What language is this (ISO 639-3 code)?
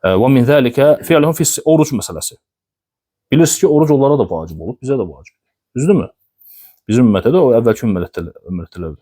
aze